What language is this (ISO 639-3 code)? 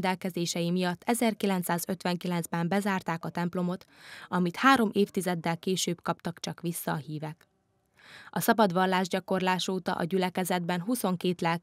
hun